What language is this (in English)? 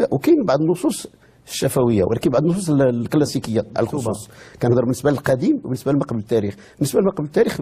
Moroccan Arabic